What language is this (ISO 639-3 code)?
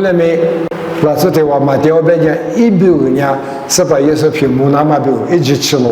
lis